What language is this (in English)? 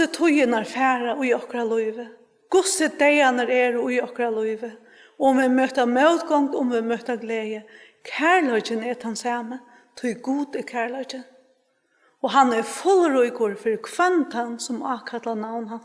Faroese